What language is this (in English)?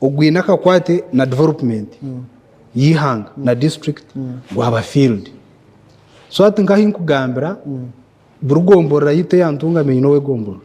Nyankole